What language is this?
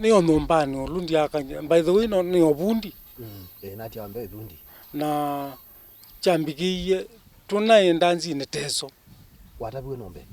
Kamba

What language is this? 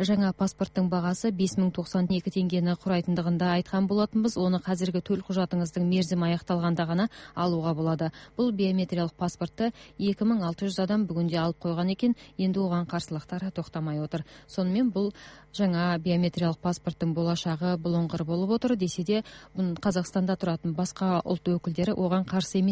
Kazakh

